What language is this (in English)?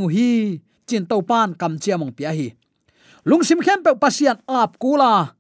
Tedim Chin